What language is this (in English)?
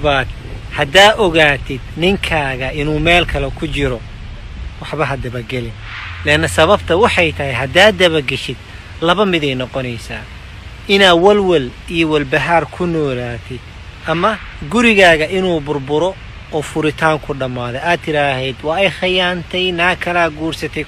Somali